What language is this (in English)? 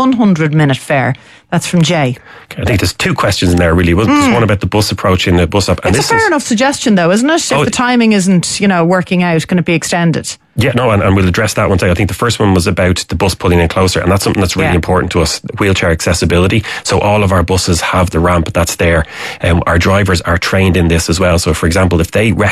English